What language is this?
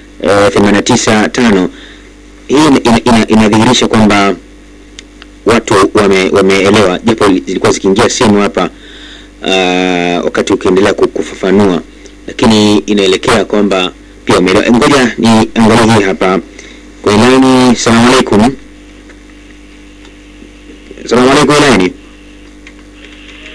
Swahili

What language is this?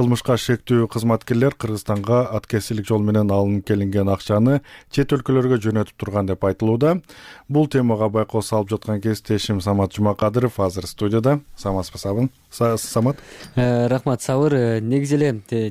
Kyrgyz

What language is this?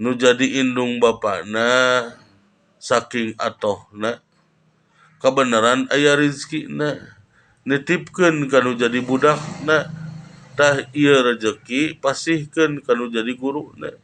Sundanese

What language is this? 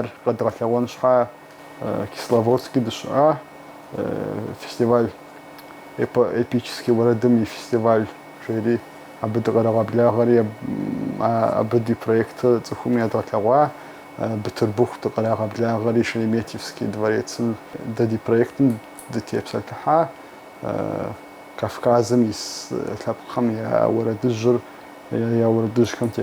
Kabardian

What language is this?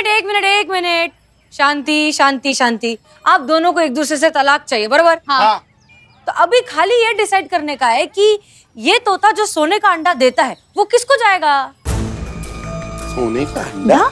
Hindi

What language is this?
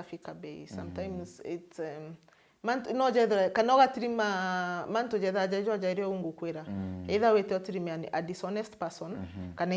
Meru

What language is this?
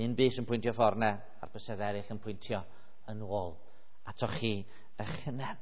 Welsh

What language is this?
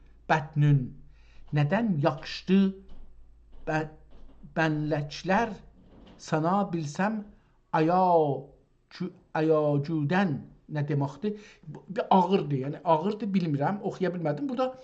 South Azerbaijani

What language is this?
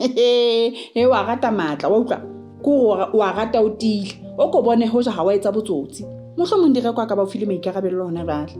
Southern Sotho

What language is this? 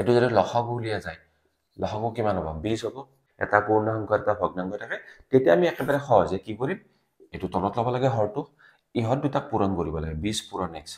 Assamese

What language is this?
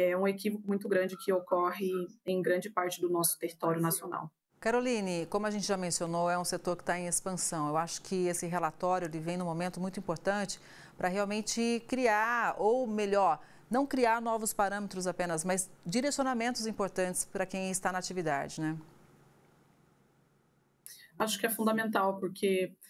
Portuguese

